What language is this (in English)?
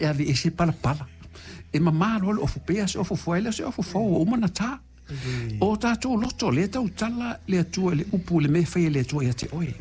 Samoan